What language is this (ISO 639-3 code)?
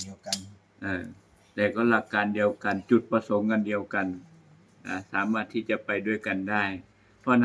tts